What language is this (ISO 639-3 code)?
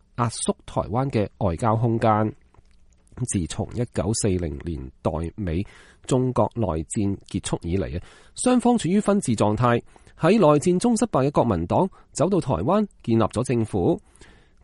yue